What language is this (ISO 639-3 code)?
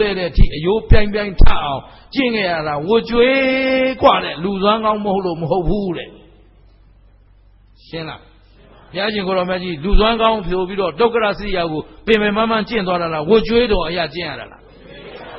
mya